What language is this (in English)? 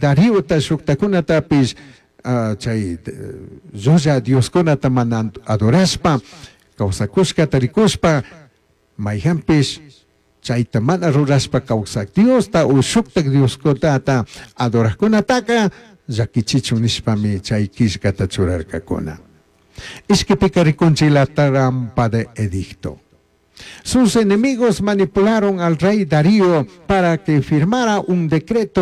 Chimborazo Highland Quichua